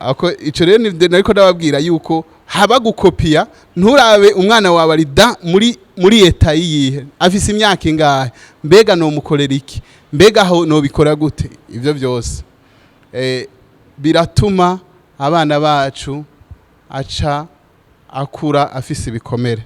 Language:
Rundi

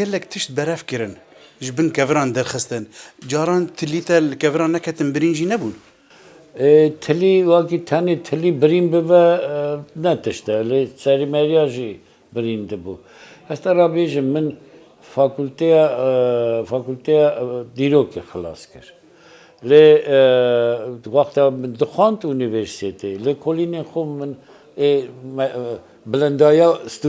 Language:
Kurdish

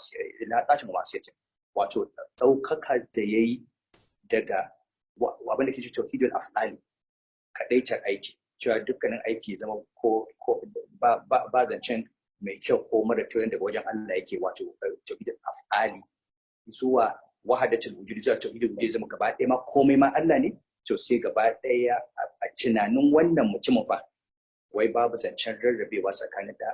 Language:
Hausa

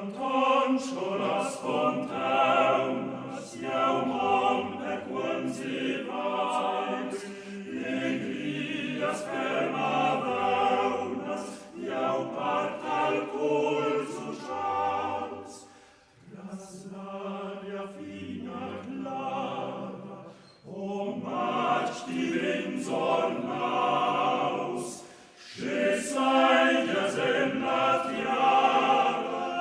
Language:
Romansh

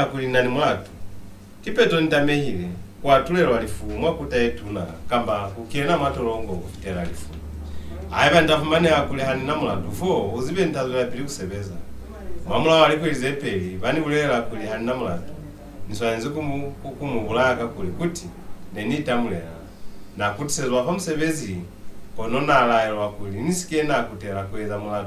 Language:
Lozi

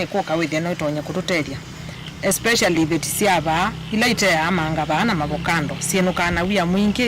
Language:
Kamba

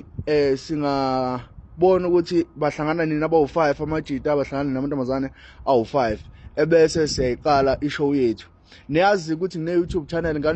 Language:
Zulu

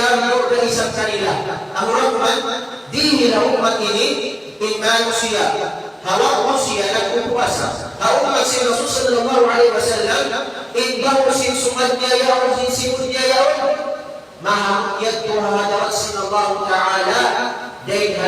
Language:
Tausug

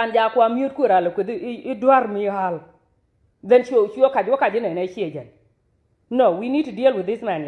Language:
Nuer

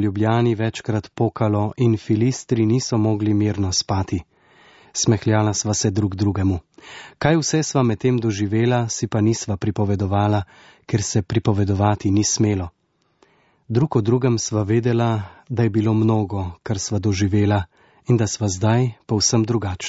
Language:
Slovenian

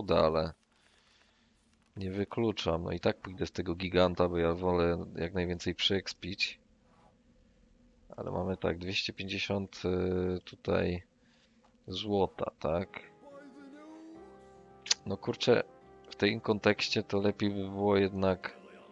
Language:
Polish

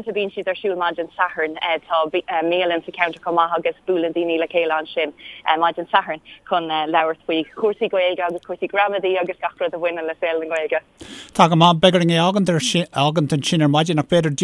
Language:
Irish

